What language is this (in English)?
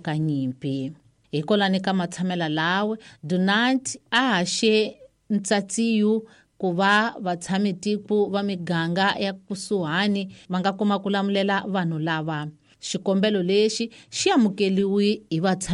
Tsonga